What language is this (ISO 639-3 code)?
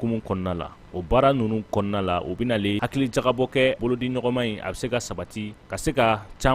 bam